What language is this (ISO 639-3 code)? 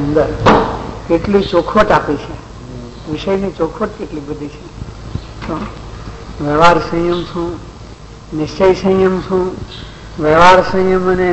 guj